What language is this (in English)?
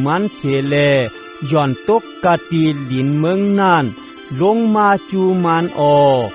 Shan